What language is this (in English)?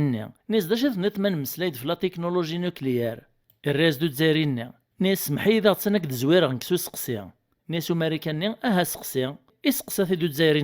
Kabyle